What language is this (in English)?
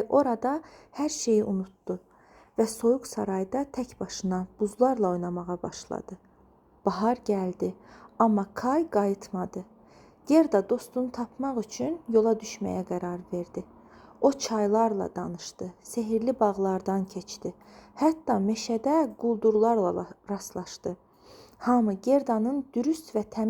Azerbaijani